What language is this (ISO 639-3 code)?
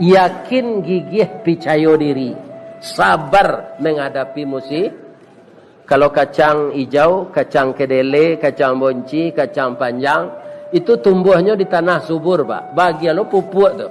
min